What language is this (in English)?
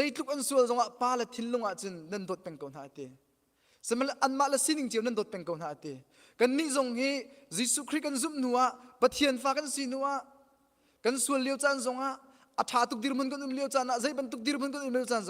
Hakha Chin